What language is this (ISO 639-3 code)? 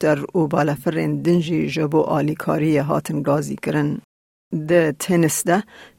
kur